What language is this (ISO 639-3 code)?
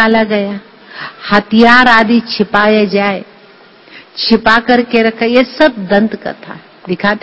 hin